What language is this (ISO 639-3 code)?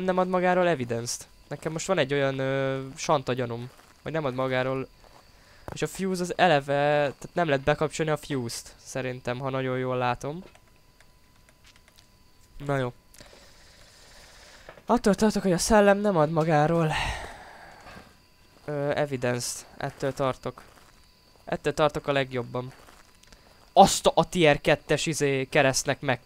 hun